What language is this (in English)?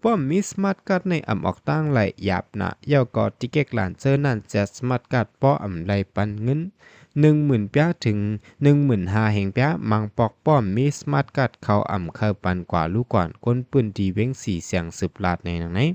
Shan